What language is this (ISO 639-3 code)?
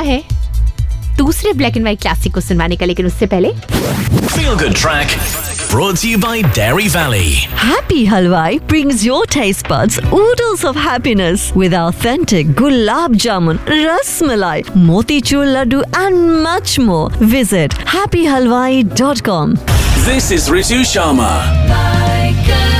hin